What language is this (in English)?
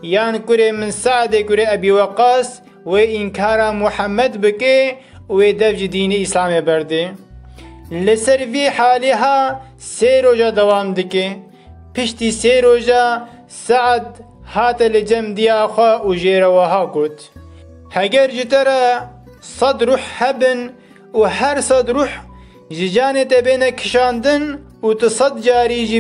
Kurdish